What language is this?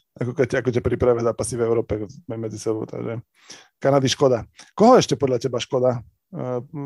Slovak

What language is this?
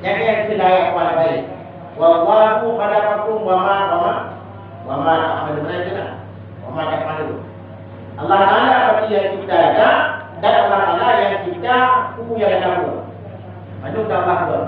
Achinese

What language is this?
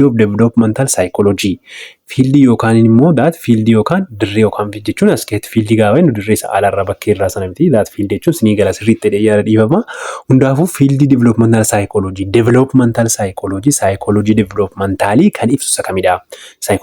Oromo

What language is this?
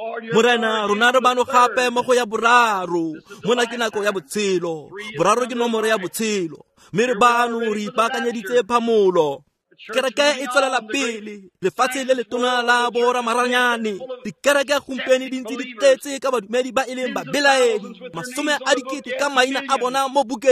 Tswana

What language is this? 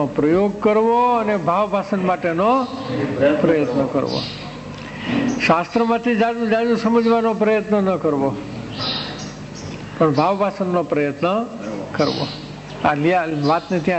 Gujarati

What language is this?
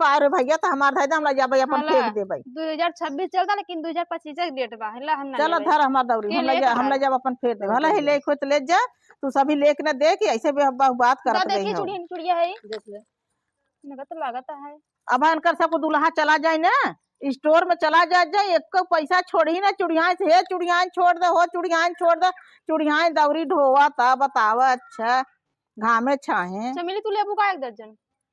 Awadhi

